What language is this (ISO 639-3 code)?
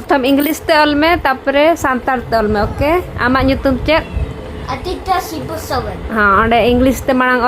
sat